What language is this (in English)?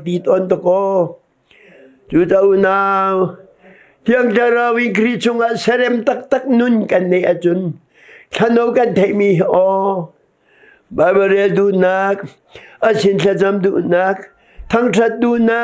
Hakha Chin